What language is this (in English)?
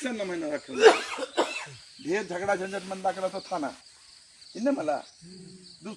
Kurukh